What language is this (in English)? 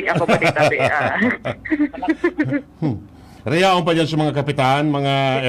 Bikol